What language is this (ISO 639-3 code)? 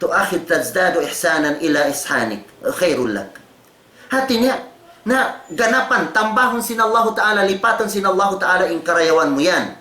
tsg